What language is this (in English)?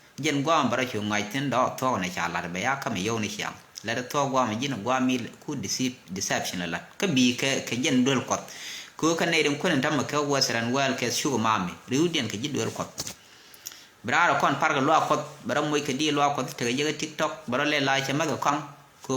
Nuer